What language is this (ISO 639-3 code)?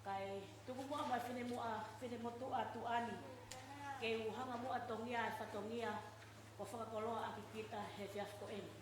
ton